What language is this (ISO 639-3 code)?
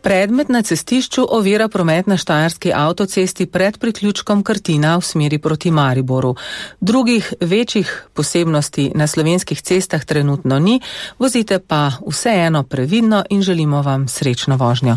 slv